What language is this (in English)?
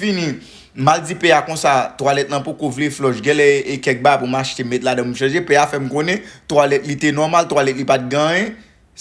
Haitian Creole